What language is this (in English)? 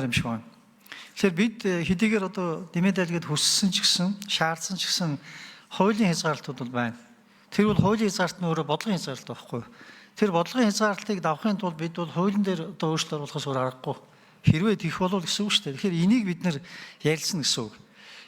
Mongolian